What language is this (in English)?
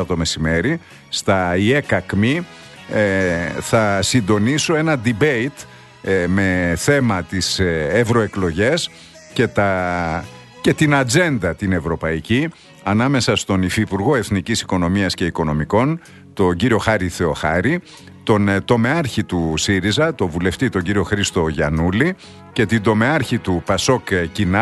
Greek